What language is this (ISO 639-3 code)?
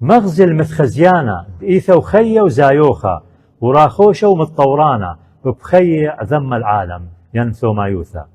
aii